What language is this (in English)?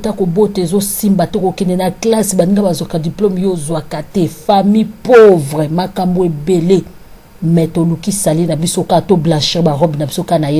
Lingala